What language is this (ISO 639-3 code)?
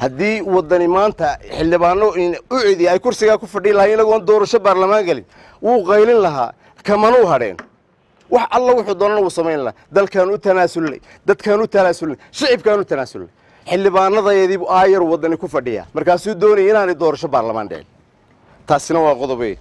som